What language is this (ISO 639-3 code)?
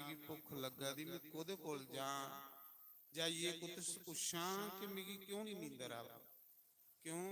doi